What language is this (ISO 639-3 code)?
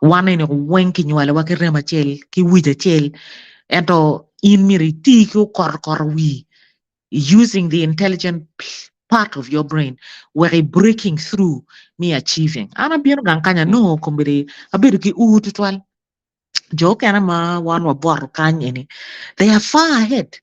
ach